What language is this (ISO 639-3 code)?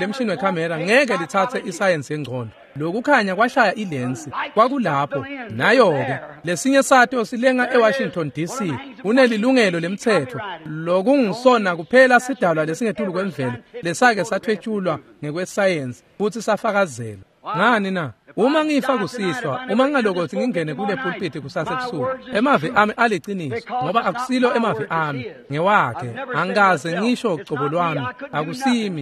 ssw